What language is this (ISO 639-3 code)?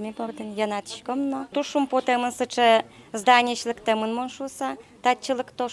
udm